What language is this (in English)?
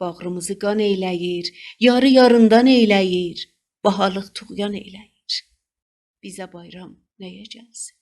South Azerbaijani